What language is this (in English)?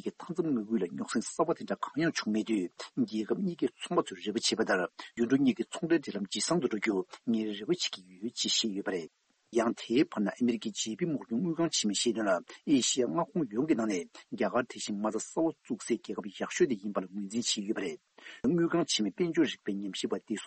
Tibetan